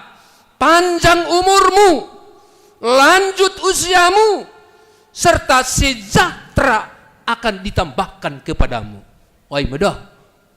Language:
Batak Simalungun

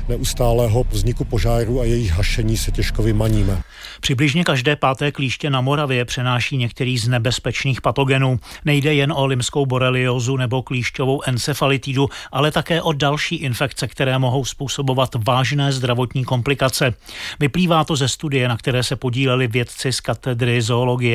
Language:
Czech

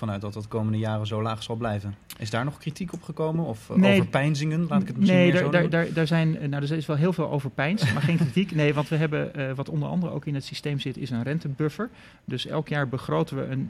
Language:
Dutch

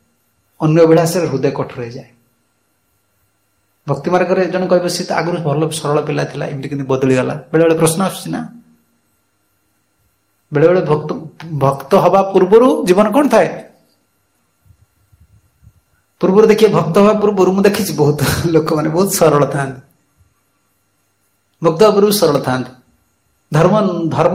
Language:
Odia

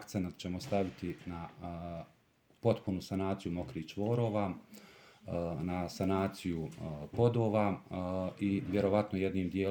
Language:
Serbian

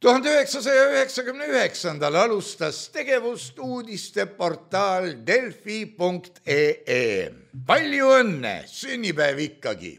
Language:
Estonian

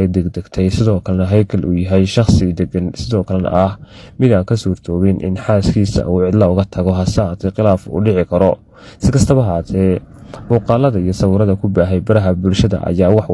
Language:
Somali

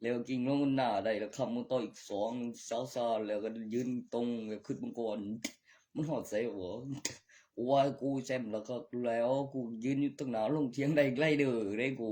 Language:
Northeastern Thai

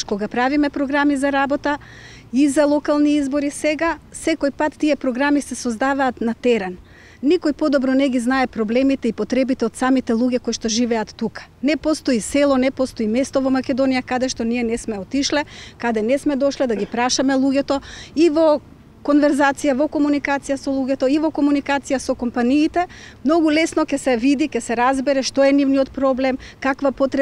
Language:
Macedonian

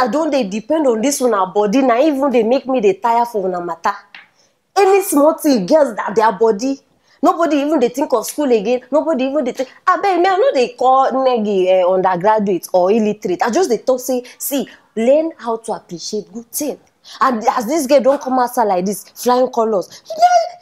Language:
Nigerian Pidgin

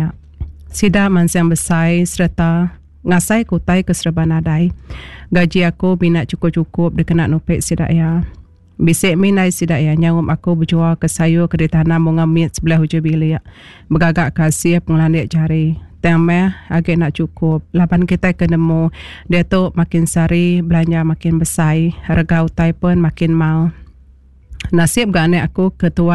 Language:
Iban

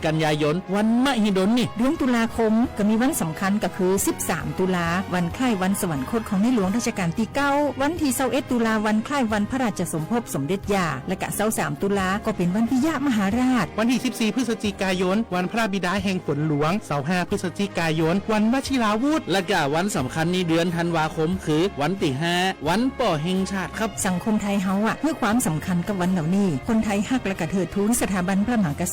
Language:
Lahu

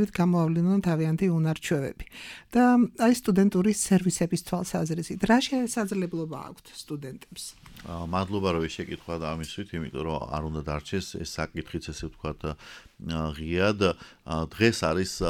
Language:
Georgian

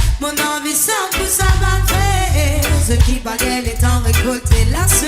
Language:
Morisyen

